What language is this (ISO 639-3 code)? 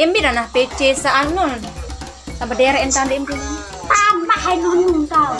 sas